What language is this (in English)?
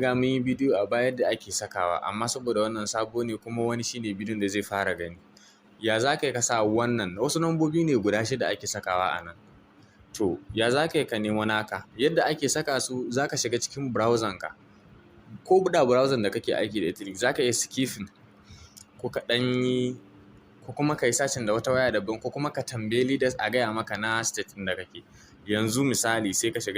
Hausa